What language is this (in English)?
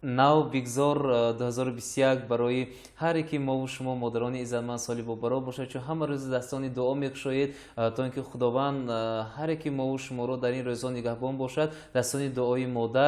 Tajik